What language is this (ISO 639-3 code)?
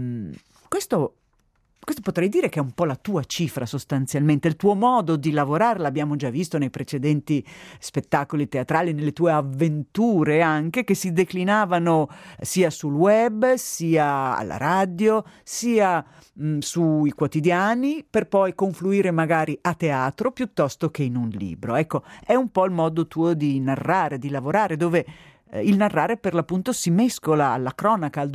ita